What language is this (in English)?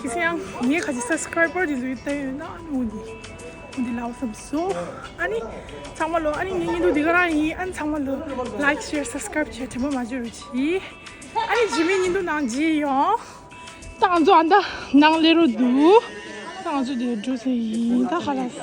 Tibetan